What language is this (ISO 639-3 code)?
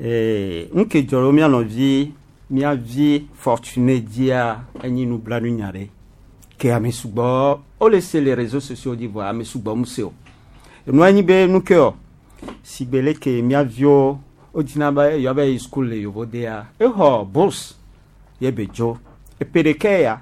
gej